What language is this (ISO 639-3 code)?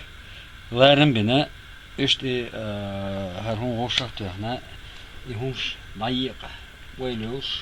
che